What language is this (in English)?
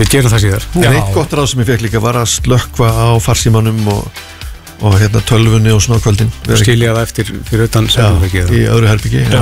Icelandic